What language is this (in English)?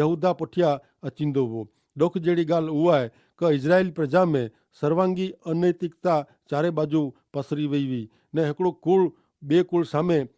Kachhi